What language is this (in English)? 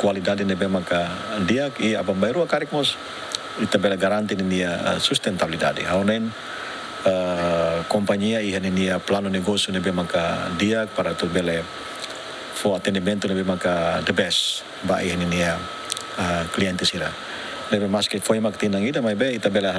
Tetum